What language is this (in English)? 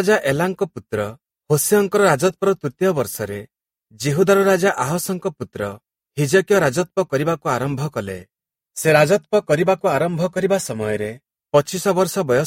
Odia